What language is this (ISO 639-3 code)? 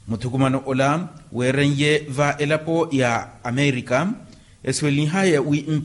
vmw